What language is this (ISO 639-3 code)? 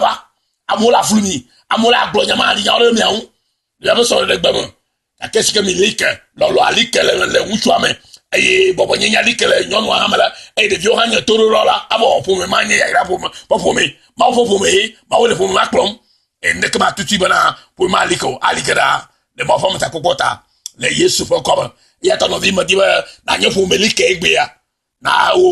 ewe